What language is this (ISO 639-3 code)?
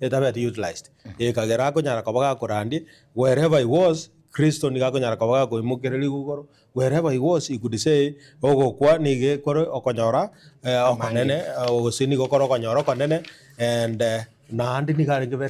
guz